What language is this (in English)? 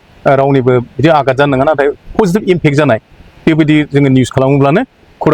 Bodo